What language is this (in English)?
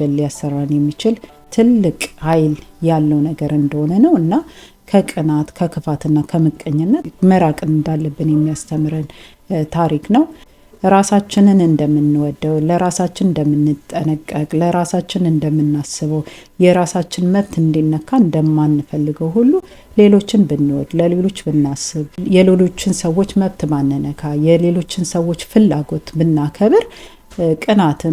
Amharic